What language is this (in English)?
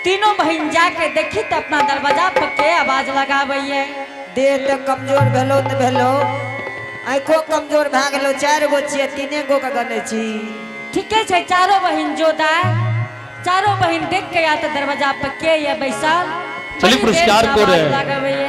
Angika